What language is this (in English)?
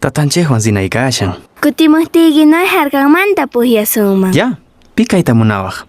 Quechua